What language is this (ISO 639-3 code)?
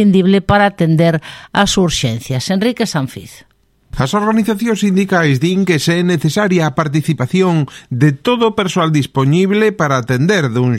glg